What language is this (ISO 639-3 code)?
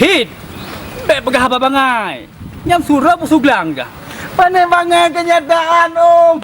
ace